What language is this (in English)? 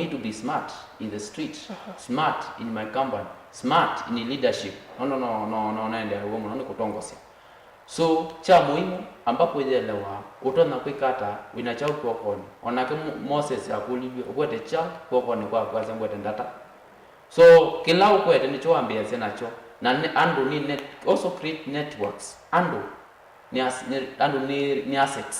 Kamba